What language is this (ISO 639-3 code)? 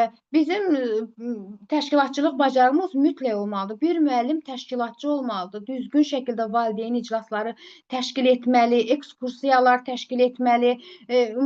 aze